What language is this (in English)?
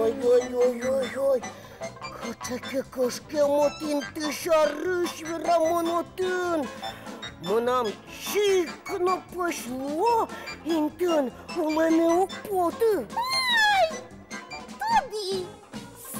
Udmurt